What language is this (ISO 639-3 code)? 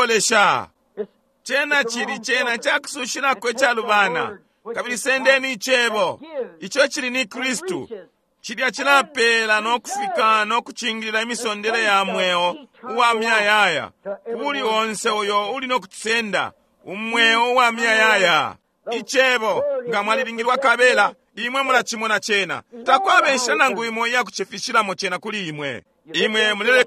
bem